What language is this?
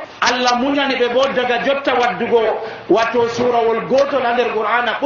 Nigerian Fulfulde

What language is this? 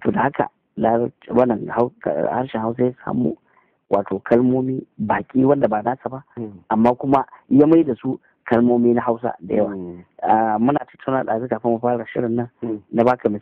Hausa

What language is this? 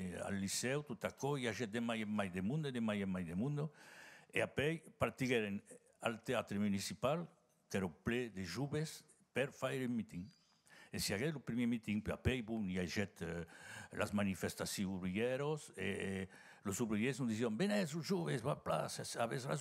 Occitan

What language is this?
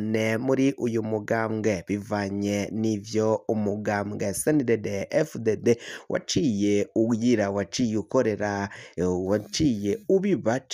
Rundi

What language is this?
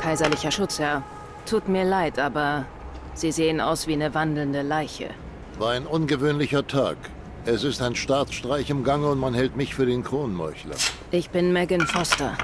Swiss German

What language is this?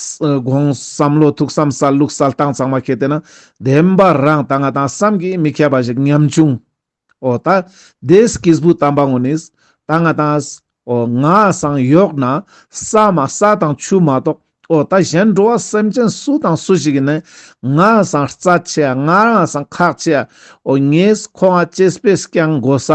Ladakhi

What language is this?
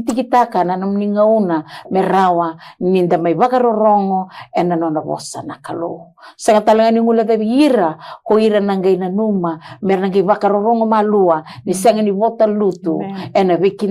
Fijian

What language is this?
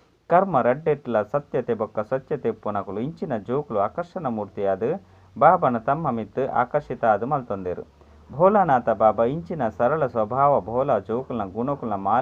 Tulu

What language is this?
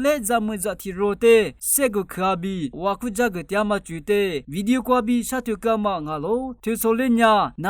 Lisu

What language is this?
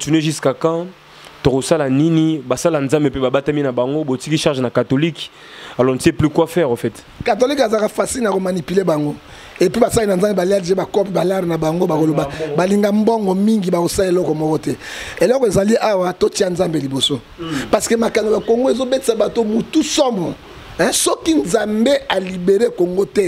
Lingala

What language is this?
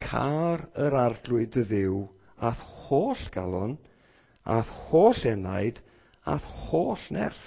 Welsh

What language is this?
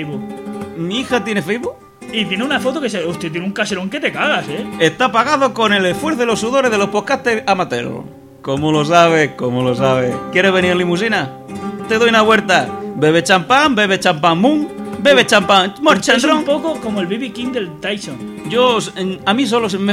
Spanish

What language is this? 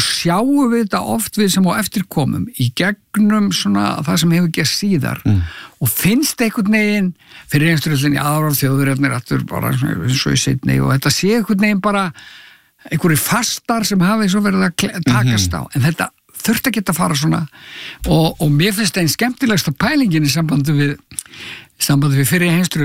Icelandic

